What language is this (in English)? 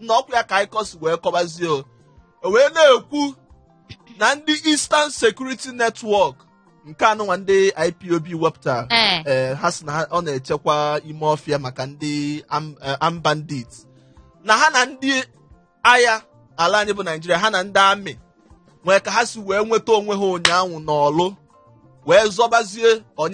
Igbo